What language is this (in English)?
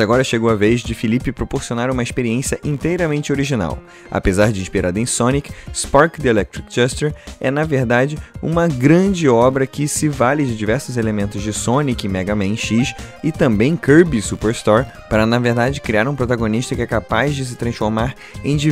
Portuguese